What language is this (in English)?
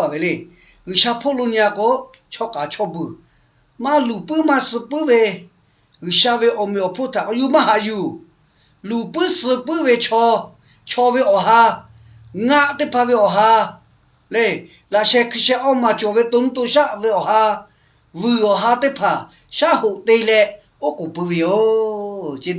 Lahu